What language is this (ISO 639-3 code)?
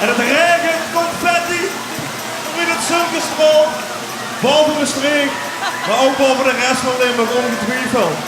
lim